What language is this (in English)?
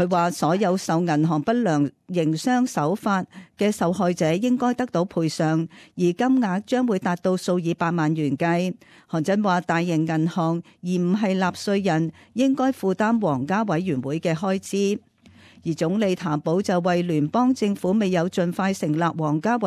Cantonese